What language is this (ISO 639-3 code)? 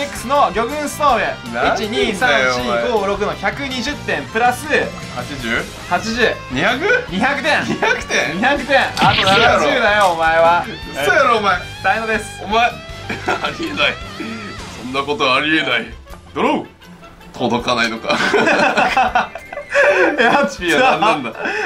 jpn